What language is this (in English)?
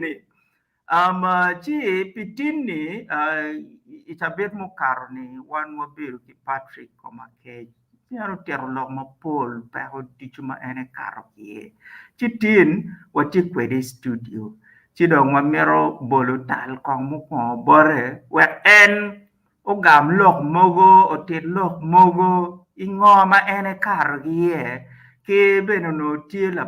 Acoli